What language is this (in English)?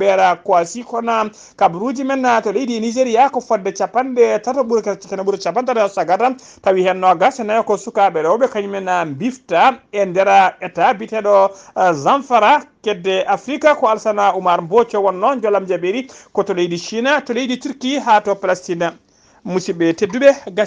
Fula